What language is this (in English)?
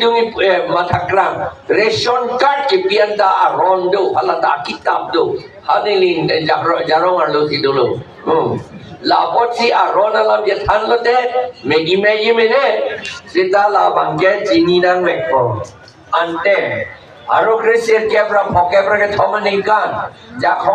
Karbi